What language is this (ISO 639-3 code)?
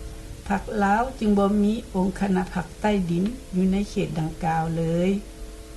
lao